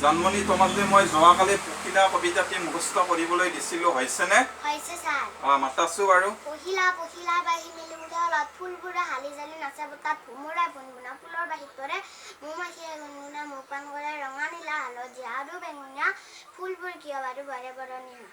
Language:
Assamese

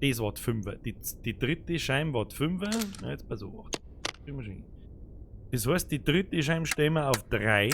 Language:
Bavarian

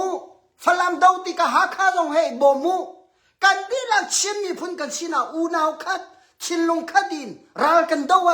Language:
Hakha Chin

